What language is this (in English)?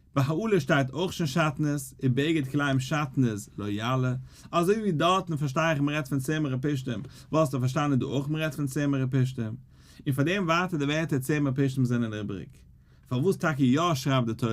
Yiddish